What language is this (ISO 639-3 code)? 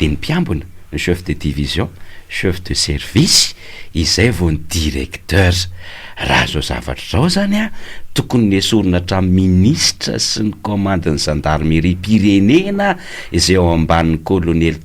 mlg